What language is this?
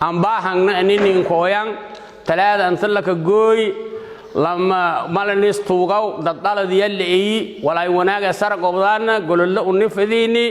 Somali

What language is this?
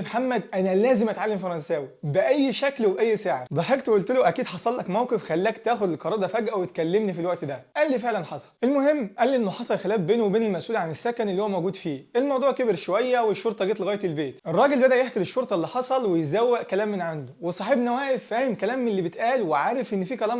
Egyptian Arabic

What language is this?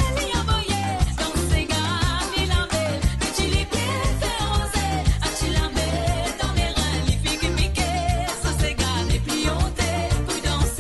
Morisyen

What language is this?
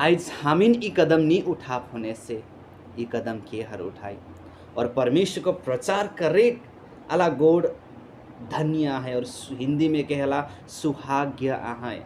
Sadri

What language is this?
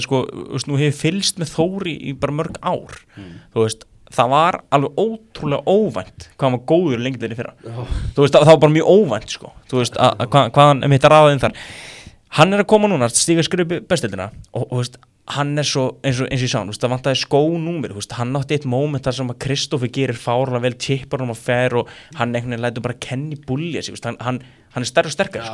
Icelandic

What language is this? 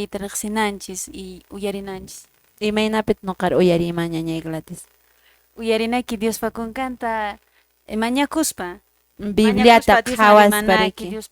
Quechua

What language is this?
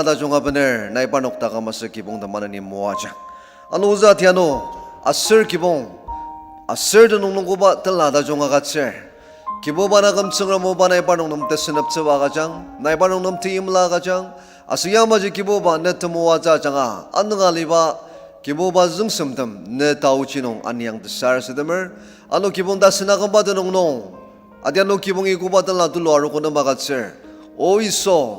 Ao Naga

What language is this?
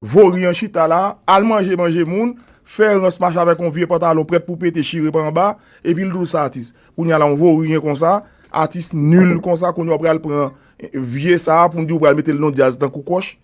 Haitian Creole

